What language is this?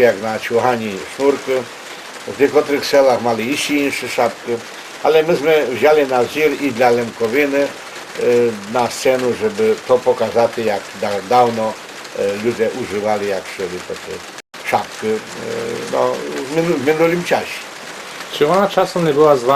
Rusyn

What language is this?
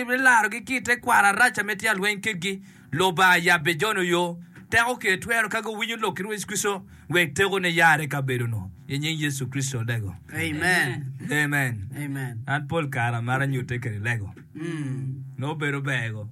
Acoli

